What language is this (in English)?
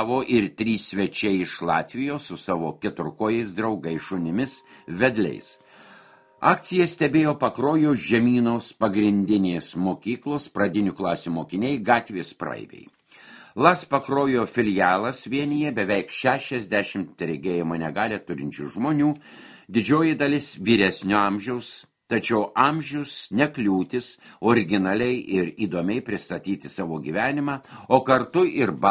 Lithuanian